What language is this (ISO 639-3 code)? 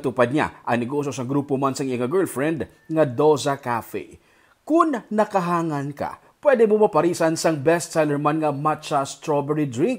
hil